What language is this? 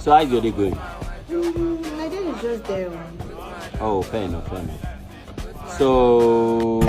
Nigerian Pidgin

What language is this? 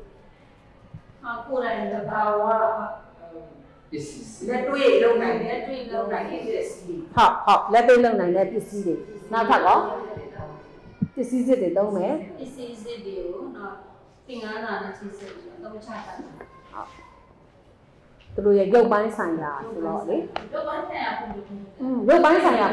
Burmese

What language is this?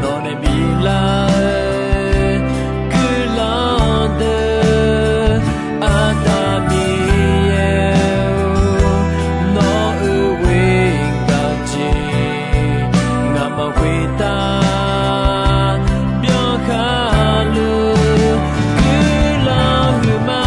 Akha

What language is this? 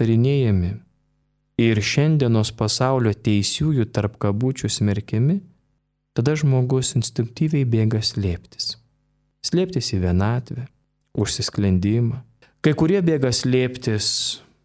Lithuanian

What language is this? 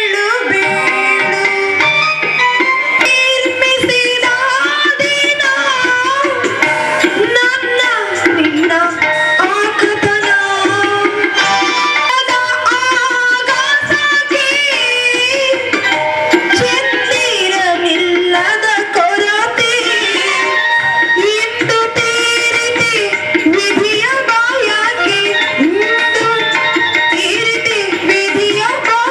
Kannada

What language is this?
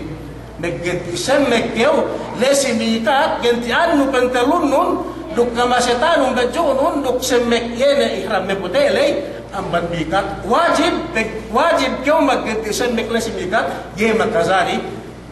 Yakan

